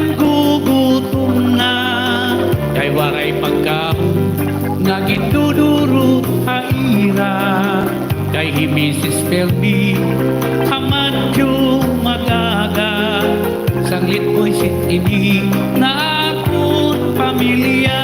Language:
Waray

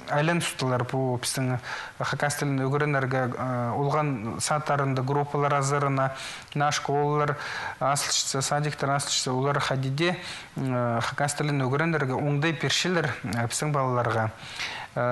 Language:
Khakas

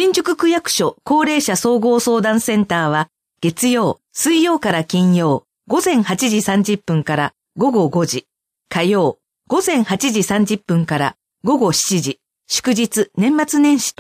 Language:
Japanese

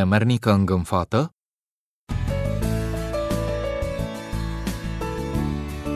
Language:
Romanian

